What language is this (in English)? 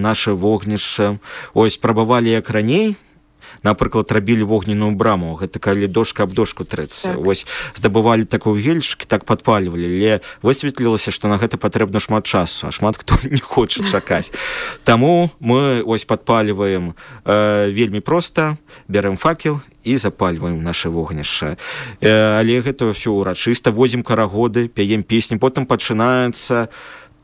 Belarusian